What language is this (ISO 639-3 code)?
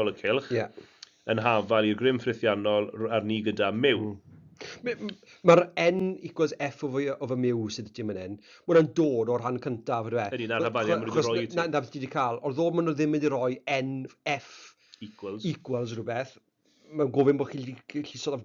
cym